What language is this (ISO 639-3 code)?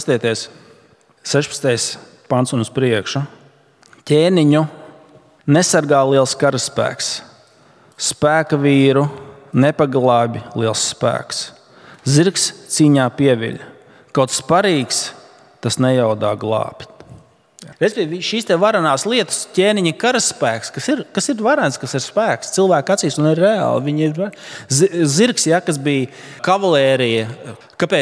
lav